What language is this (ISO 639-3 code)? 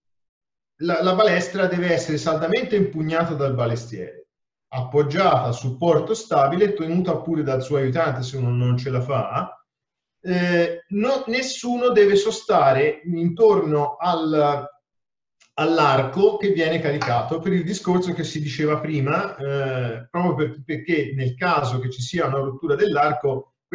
ita